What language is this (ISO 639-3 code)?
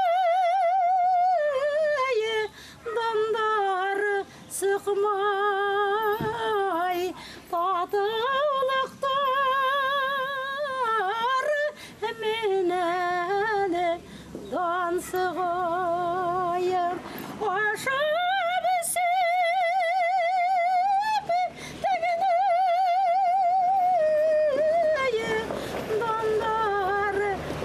bak